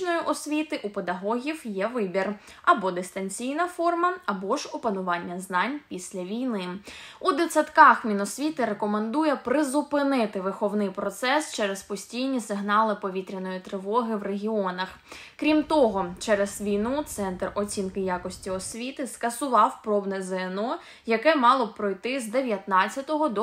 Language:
Ukrainian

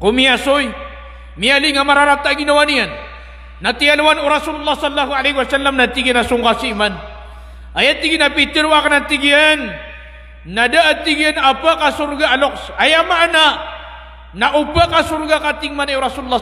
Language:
Maranao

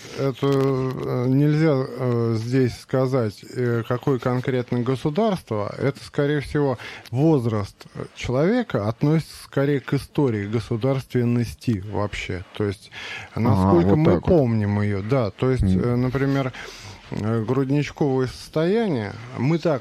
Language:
Russian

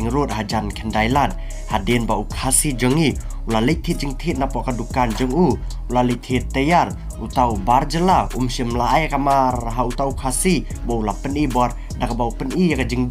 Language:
Khasi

